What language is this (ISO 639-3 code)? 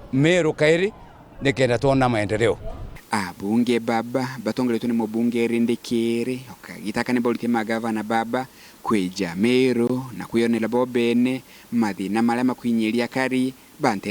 mer